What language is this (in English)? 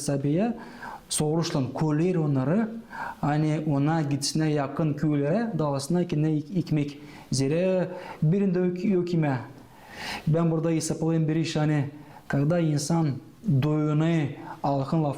Gagauz